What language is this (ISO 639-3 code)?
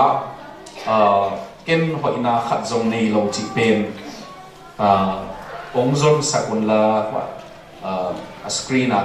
ctd